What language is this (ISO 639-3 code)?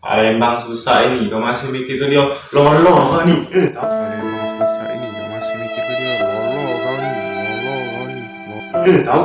mui